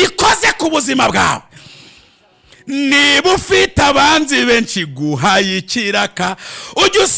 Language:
Rundi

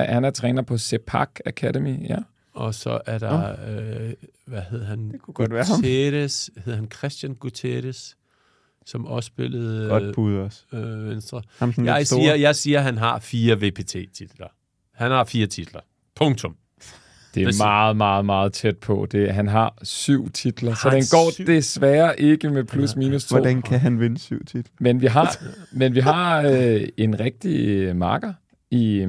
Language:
Danish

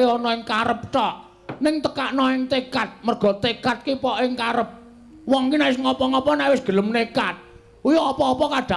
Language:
Javanese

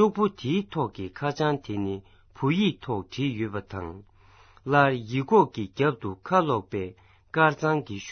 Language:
Tibetan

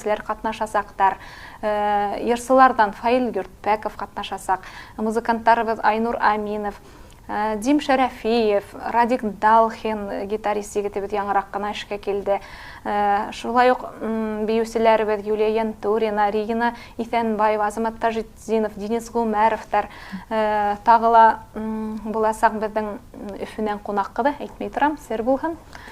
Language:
Bashkir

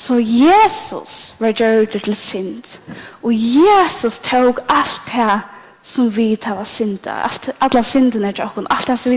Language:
Faroese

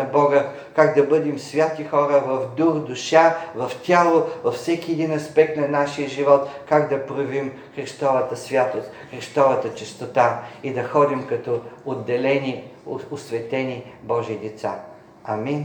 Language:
Bulgarian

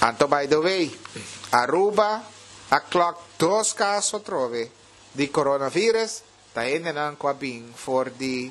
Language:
Papiamento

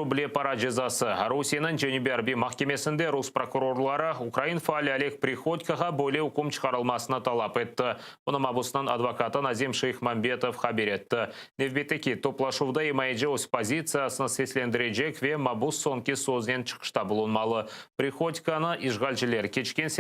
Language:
Crimean Tatar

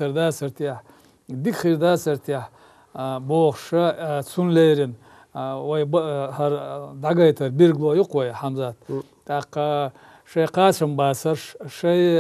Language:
Chechen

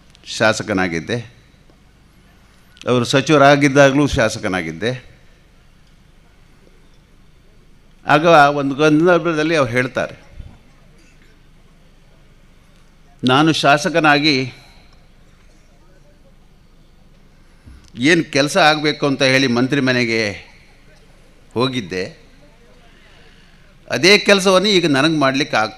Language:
Kannada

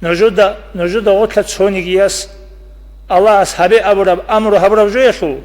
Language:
Avaric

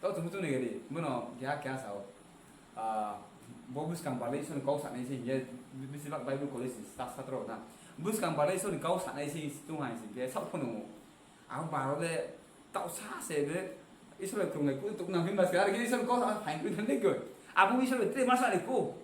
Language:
Riang (India)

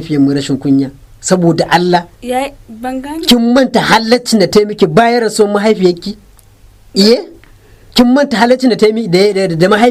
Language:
Hausa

